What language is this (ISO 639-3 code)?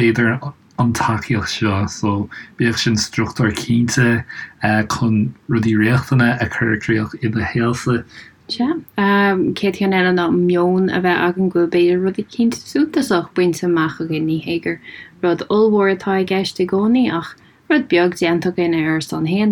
gle